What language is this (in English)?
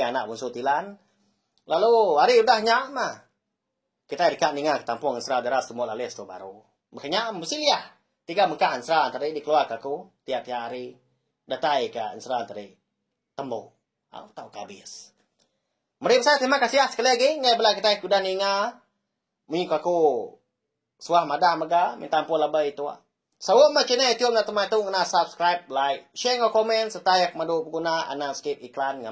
Iban